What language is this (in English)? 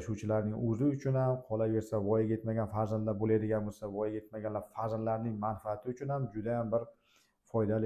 Uzbek